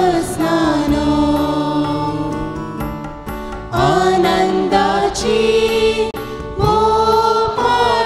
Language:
Konkani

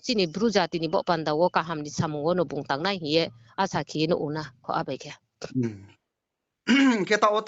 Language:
Riang (India)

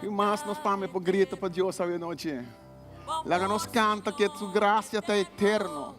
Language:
Papiamento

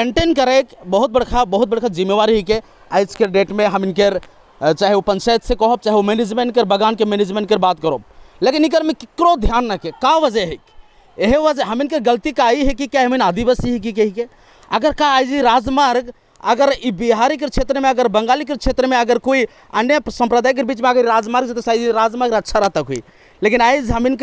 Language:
Sadri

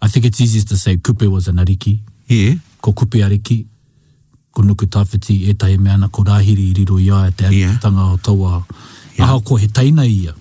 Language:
Māori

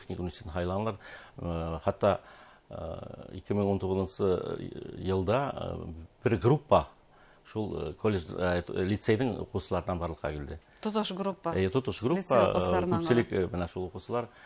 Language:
Bashkir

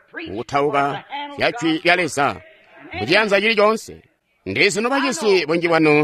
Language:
Tonga (Zambia)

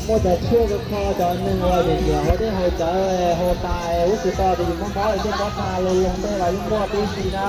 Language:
Hmong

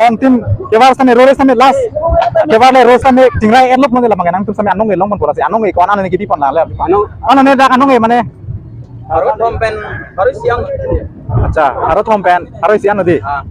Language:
Karbi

